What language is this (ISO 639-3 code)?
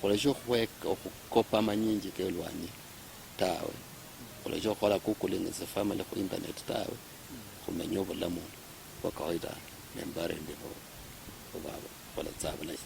luy